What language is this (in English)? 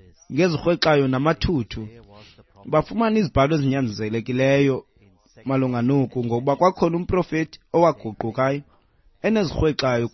Xhosa